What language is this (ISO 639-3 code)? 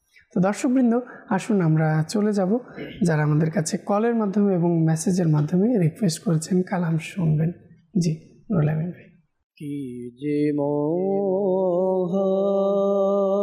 ben